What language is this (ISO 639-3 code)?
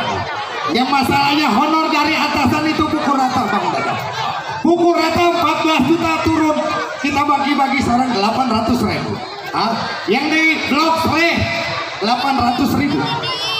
bew